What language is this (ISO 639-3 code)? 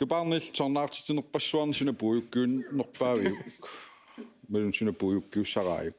kal